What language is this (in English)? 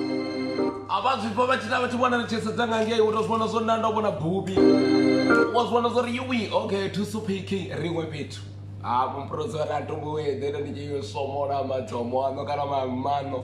Venda